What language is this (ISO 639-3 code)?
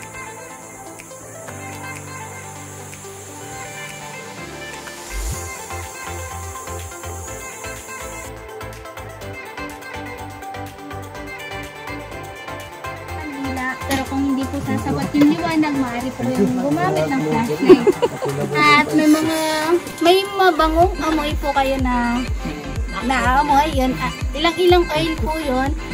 fil